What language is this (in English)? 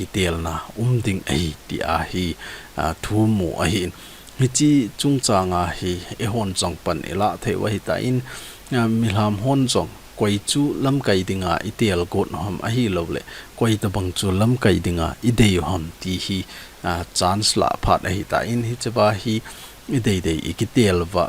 Thado Chin